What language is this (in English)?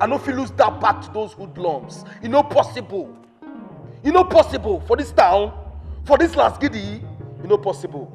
Nigerian Pidgin